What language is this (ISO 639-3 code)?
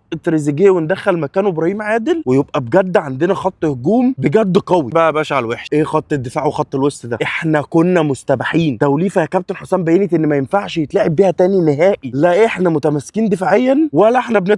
arz